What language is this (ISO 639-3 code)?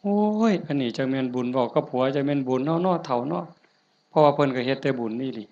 tts